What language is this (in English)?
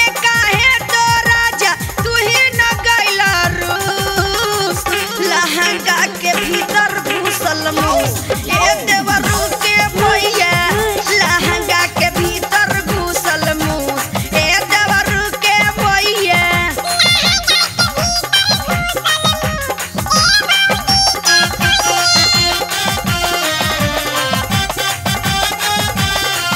Bhojpuri